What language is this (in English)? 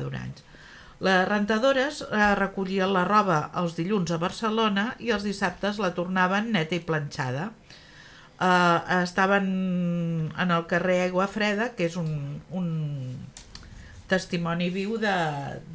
Catalan